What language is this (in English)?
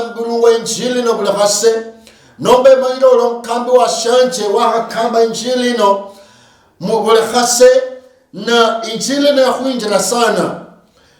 Luyia